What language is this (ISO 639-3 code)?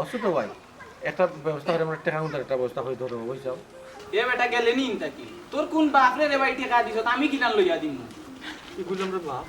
syl